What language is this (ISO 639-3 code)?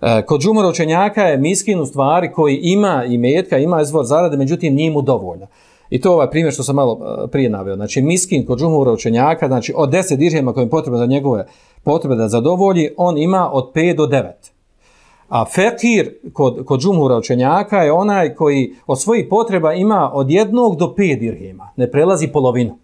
bos